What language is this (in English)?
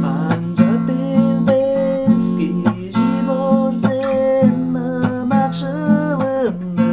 Tuvinian